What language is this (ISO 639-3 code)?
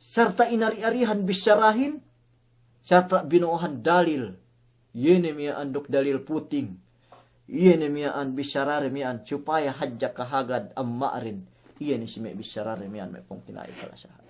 yka